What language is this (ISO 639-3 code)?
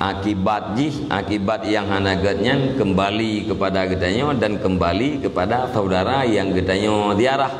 ace